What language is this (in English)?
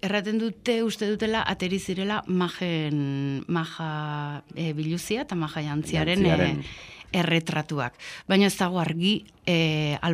Basque